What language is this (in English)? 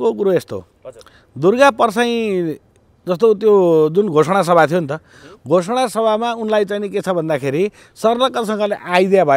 Nepali